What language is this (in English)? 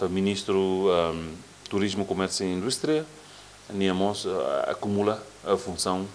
Tetum